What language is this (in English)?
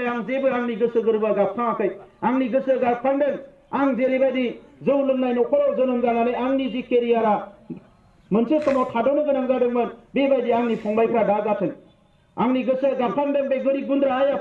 Bodo